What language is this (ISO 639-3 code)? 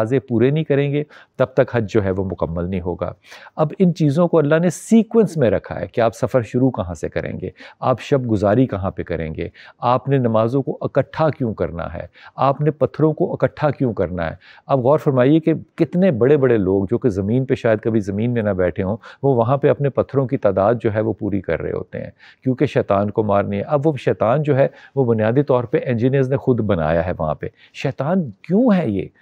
urd